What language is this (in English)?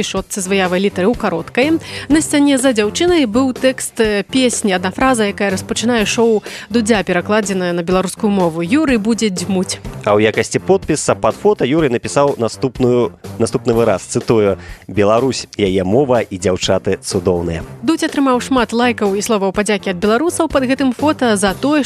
Belarusian